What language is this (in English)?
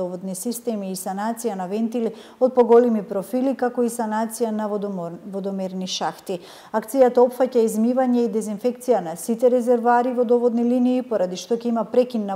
Macedonian